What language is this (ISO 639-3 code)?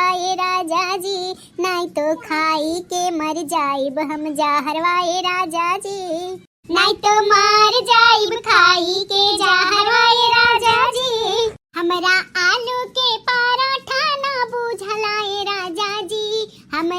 bho